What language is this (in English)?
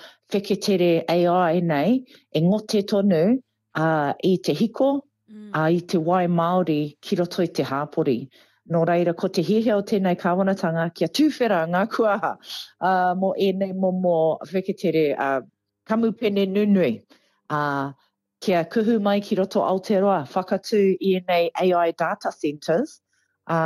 Māori